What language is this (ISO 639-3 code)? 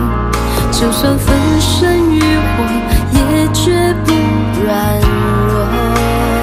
zho